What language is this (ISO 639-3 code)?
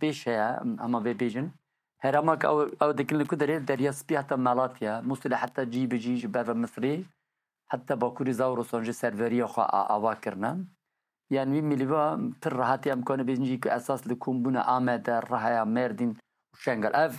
kur